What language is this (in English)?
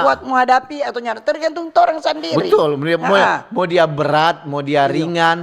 Manado Malay